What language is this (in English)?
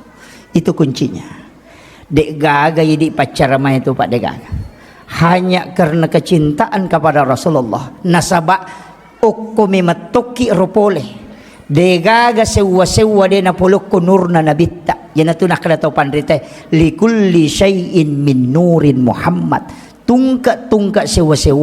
Buginese